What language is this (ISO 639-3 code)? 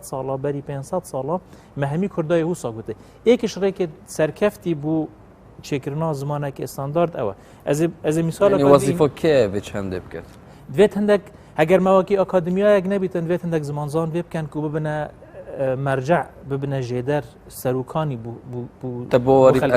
kur